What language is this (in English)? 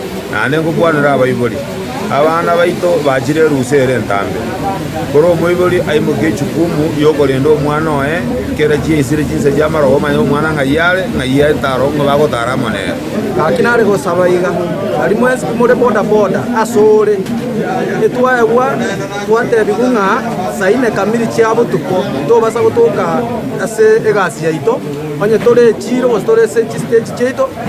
Gusii